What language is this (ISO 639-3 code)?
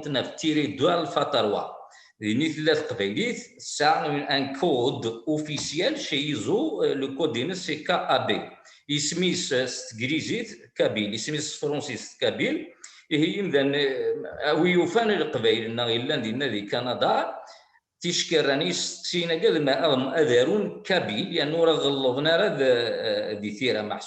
kab